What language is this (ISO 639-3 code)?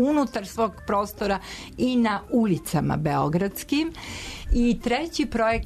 srp